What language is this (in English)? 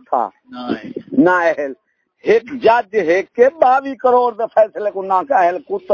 Saraiki